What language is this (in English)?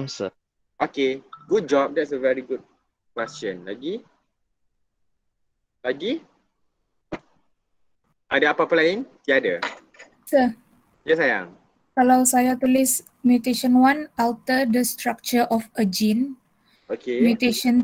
Malay